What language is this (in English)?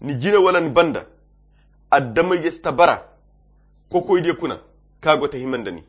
Koyra Chiini